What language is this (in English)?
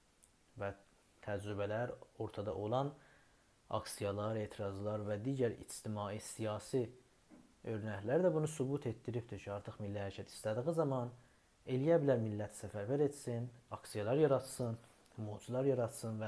South Azerbaijani